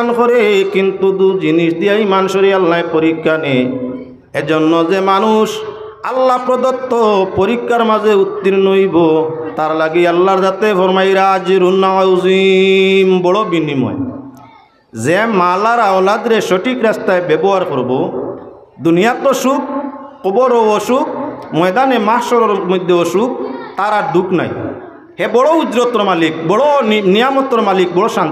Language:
Sylheti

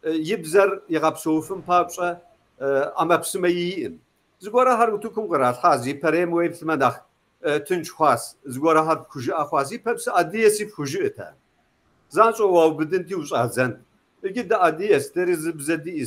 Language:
Kabardian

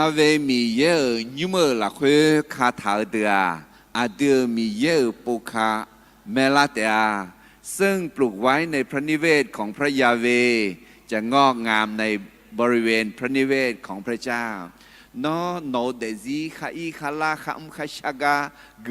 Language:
Akha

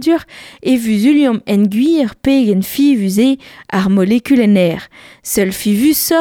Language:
Breton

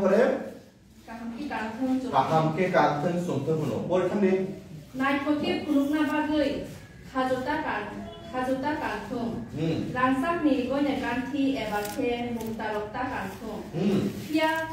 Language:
Kok Borok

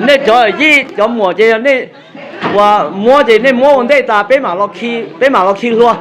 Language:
Hmong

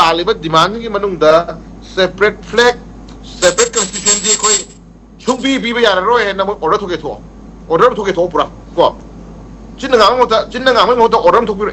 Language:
Manipuri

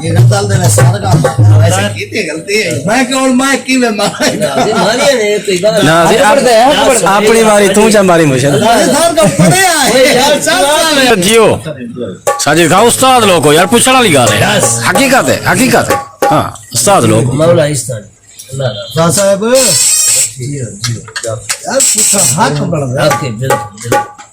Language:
Saraiki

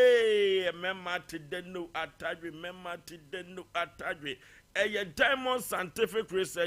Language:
Akan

